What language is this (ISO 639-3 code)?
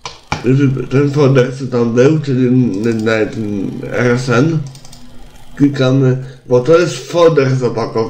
pol